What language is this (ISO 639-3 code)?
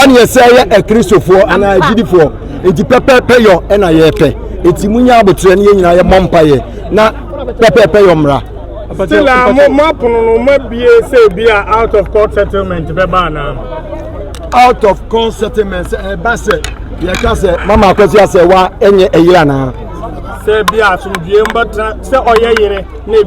aka